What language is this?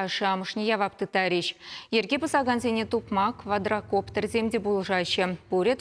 Chuvash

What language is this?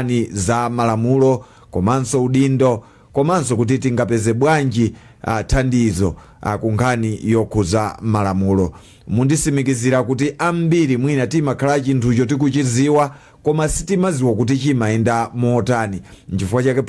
Nyanja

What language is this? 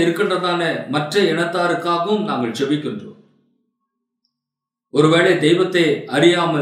Tamil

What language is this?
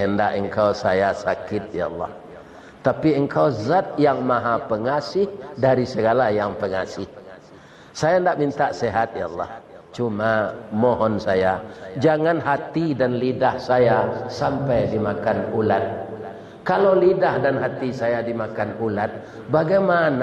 Minangkabau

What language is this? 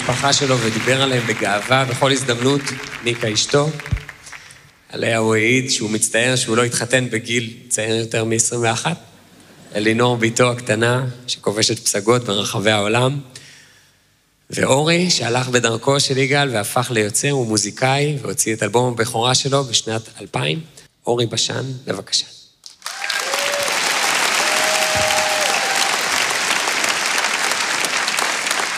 Hebrew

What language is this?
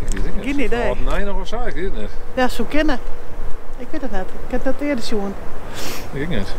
Western Frisian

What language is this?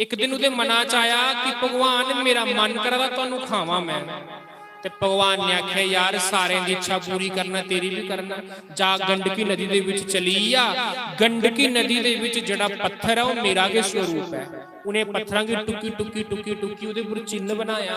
Dogri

